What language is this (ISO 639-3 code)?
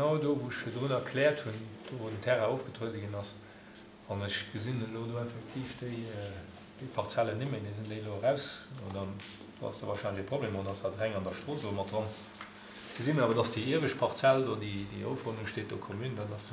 ltz